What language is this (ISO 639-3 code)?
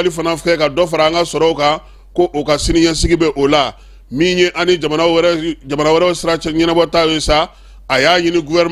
bam